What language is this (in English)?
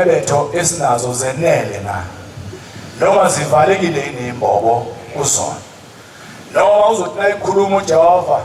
Zulu